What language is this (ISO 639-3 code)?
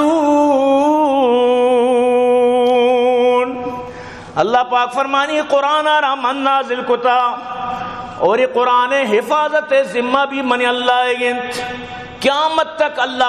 bal